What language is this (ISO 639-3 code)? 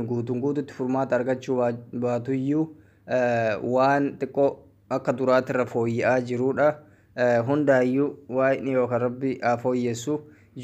orm